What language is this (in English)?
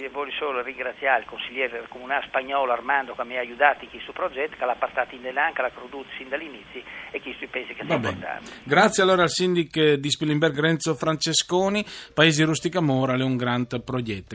Friulian